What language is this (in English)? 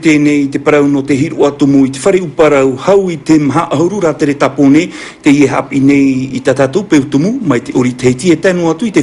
Tahitian